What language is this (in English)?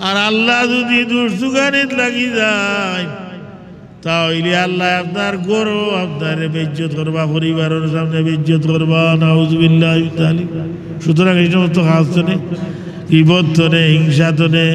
Sylheti